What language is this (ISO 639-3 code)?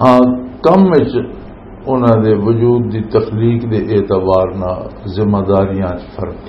lah